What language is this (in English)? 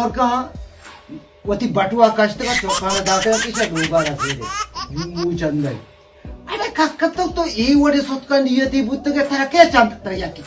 Baluchi